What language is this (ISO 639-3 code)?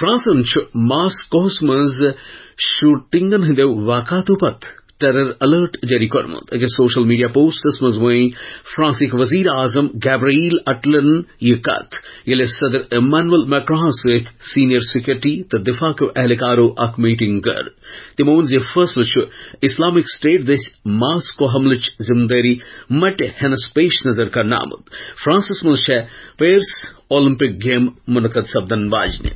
kas